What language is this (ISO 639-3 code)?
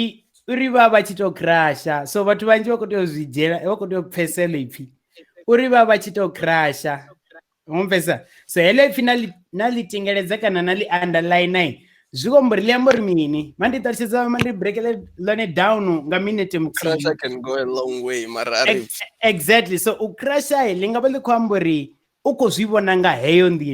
ven